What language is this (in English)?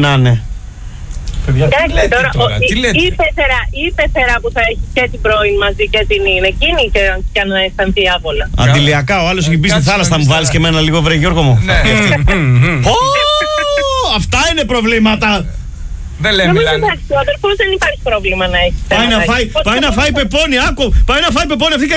Greek